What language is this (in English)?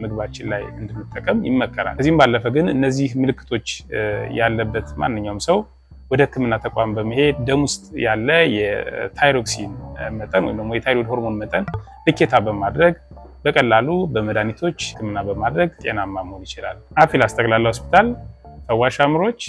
Amharic